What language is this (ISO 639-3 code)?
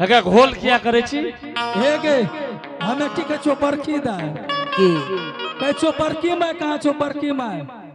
anp